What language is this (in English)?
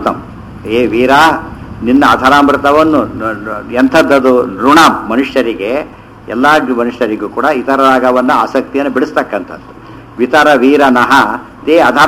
Kannada